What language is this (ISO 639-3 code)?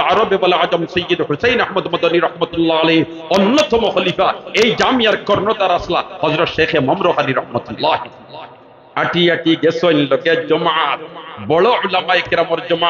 syl